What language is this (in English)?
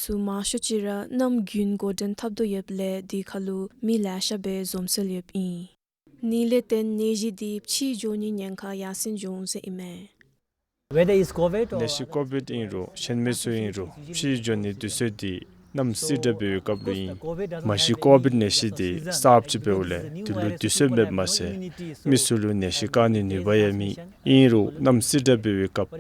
Dzongkha